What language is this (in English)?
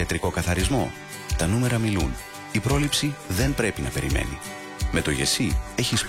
Greek